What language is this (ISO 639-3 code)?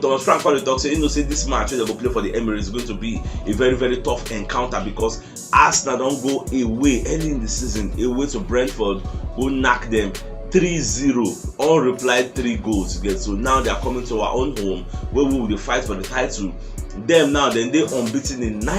pcm